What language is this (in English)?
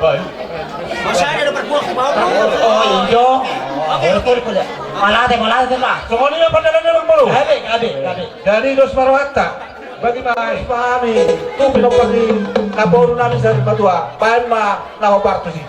Batak Toba